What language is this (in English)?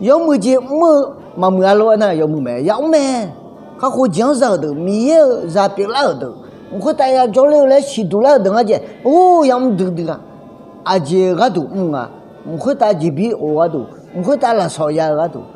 Akha